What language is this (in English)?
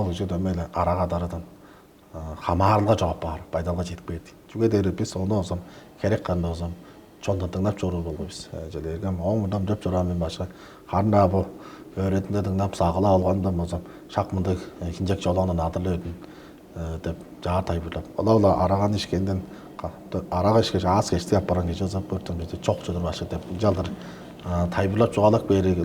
Tuvinian